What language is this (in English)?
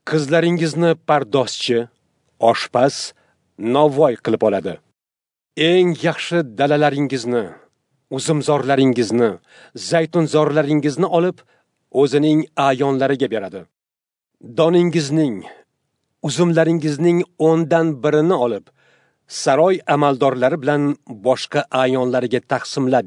Uzbek